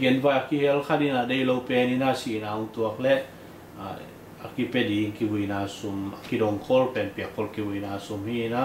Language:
Tedim Chin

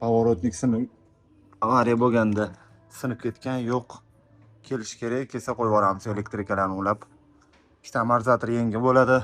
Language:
Uzbek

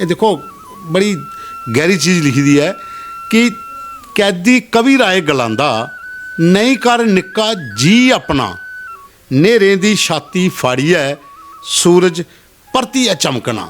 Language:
Dogri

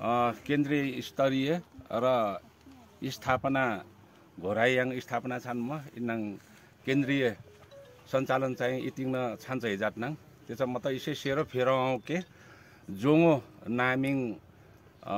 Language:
Nepali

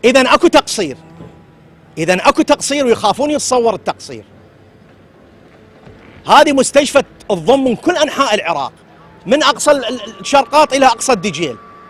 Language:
Mesopotamian Arabic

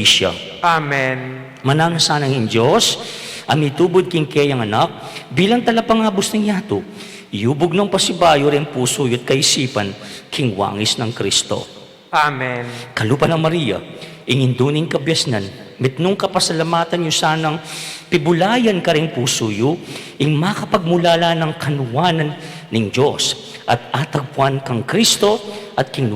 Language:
Pampanga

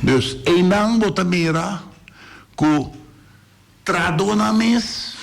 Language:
Papiamento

